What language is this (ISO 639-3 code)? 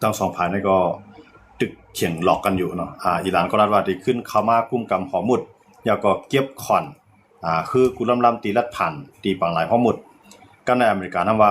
shn